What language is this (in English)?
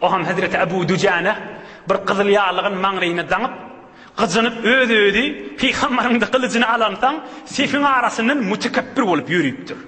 Turkmen